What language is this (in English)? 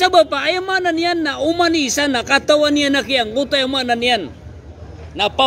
Maranao